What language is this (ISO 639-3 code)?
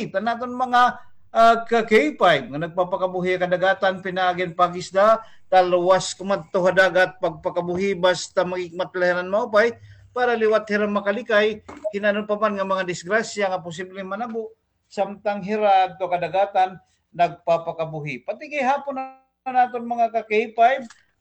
war